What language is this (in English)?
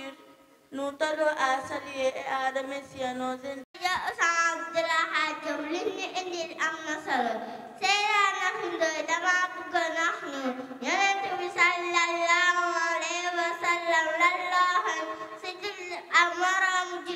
Wolof